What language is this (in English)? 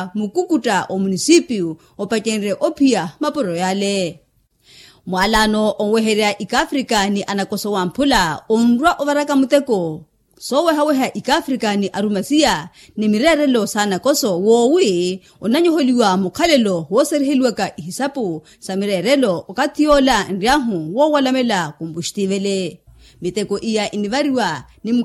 Makhuwa